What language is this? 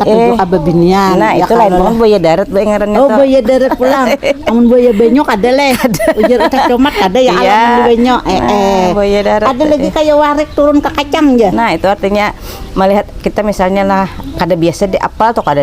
Banjar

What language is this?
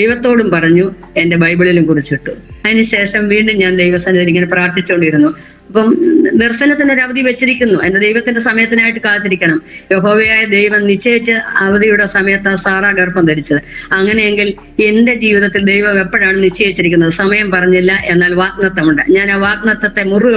Malayalam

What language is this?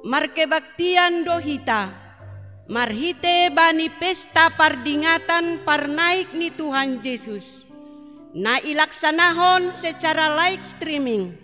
Batak Simalungun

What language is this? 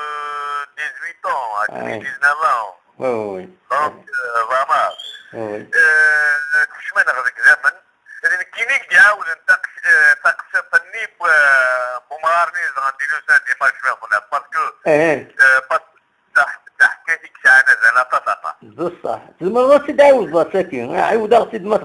Kabyle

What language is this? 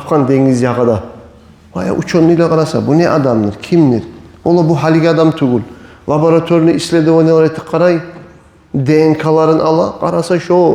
Kumyk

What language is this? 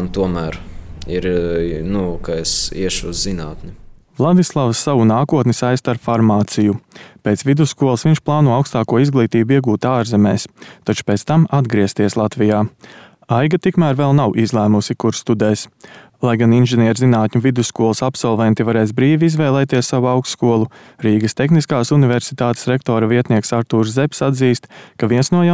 Latvian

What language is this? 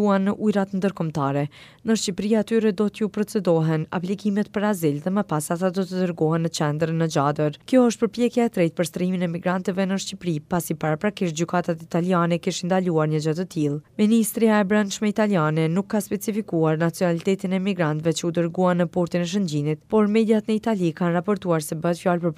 Albanian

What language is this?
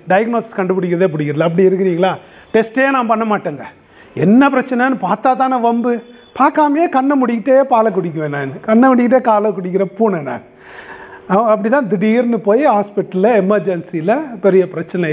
Tamil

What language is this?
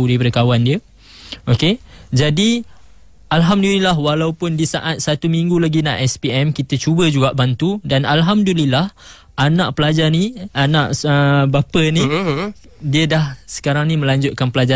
Malay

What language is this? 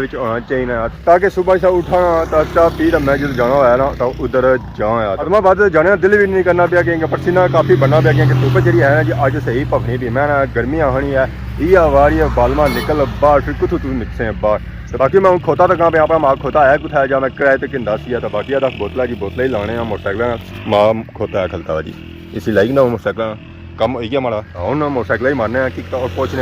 Pahari-Potwari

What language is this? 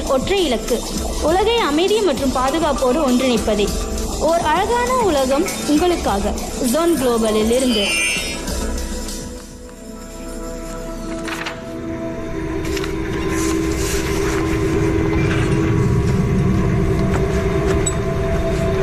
Tamil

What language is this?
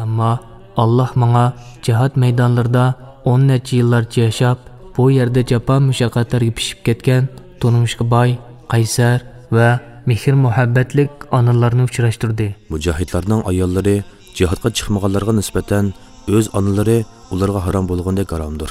Uyghur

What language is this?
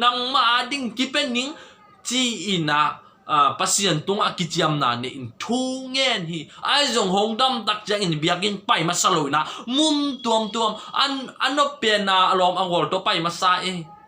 Tedim Chin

